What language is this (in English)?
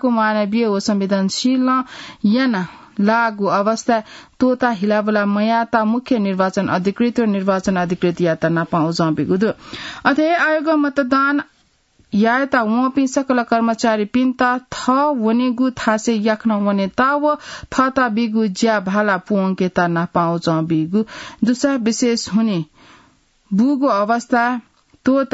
Newari